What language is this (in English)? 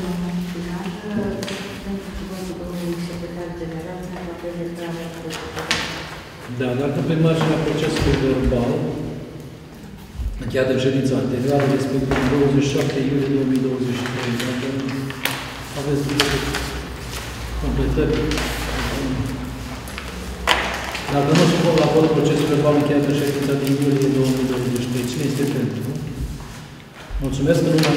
Romanian